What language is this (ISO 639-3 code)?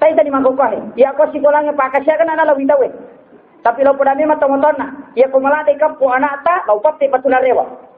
bug